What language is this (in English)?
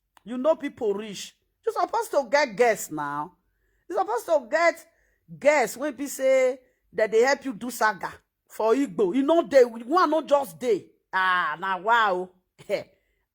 Nigerian Pidgin